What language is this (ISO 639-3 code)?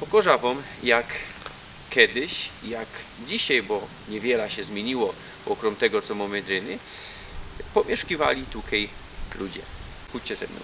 szl